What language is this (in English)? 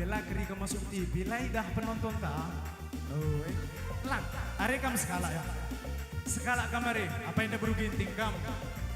Batak Karo